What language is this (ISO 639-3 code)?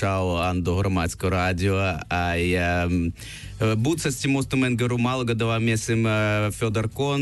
ukr